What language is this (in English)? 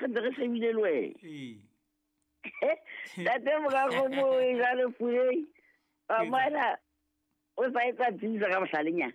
Southern Sotho